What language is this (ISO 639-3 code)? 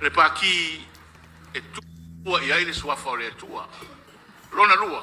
smo